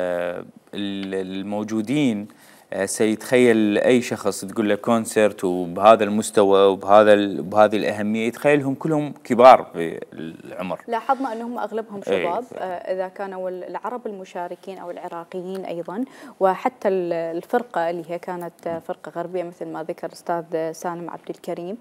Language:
Mesopotamian Arabic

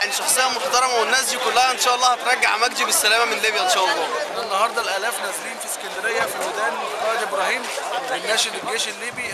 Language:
Egyptian Arabic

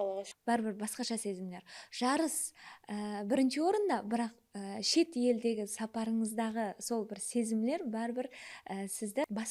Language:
Kara-Kalpak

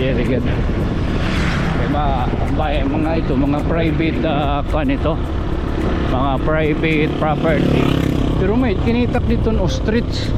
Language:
Waray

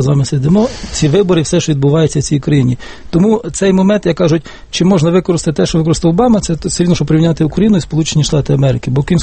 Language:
Ukrainian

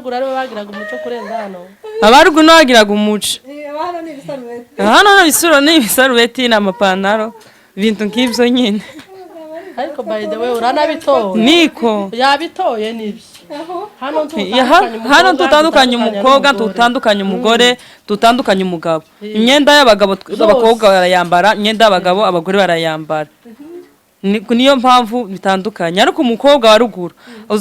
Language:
Kinyarwanda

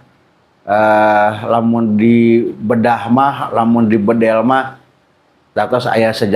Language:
Sundanese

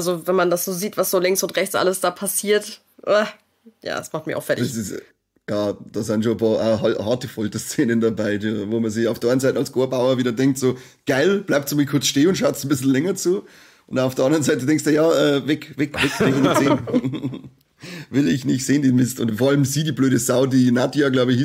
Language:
Bavarian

